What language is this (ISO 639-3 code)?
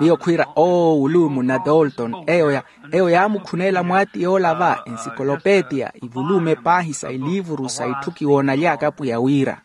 vmw